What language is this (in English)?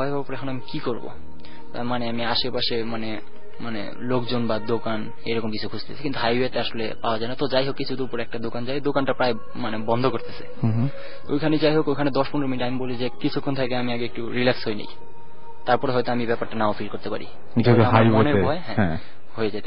Bangla